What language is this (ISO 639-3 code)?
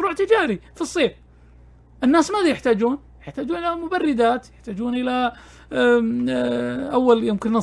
ars